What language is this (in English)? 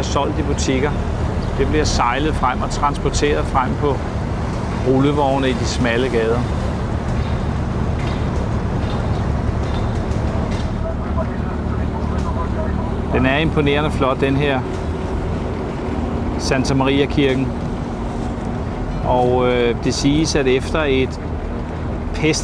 Danish